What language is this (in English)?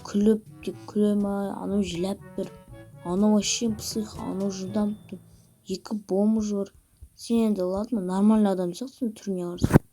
Kazakh